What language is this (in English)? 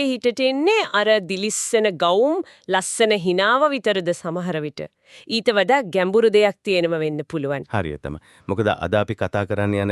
Sinhala